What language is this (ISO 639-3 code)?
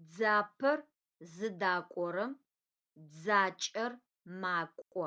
ady